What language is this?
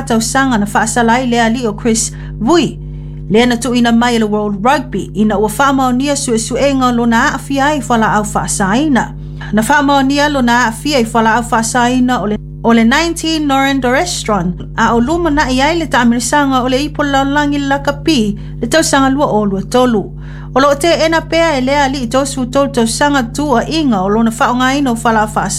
Samoan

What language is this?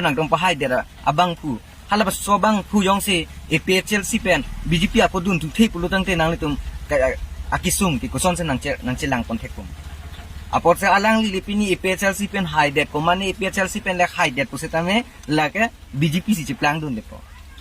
Karbi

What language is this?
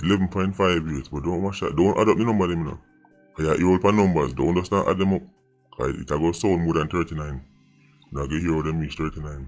Jamaican Creole English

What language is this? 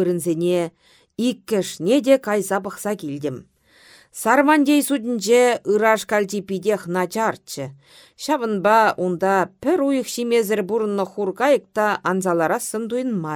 Chuvash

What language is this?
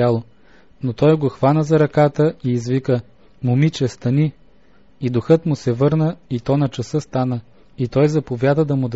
Bulgarian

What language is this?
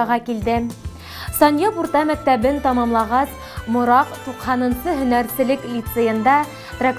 Bashkir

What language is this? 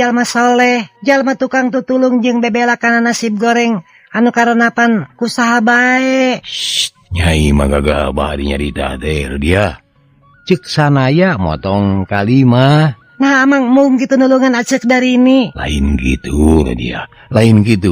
Sundanese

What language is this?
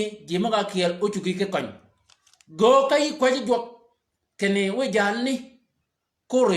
Shilluk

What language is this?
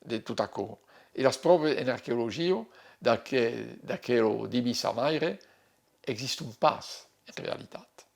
Occitan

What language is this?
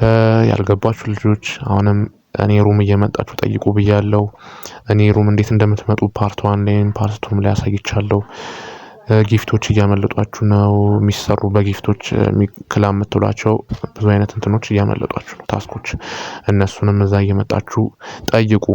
Amharic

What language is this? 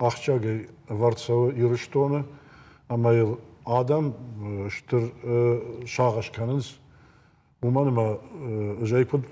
Ossetic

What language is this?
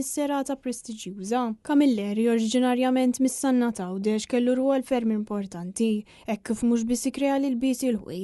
Maltese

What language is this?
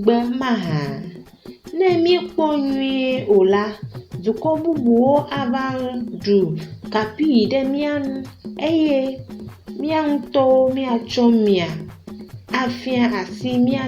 Ewe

